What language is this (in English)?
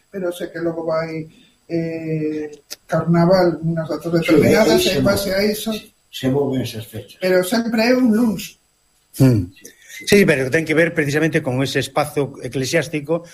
Galician